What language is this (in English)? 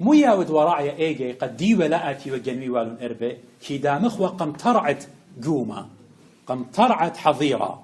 Assyrian Neo-Aramaic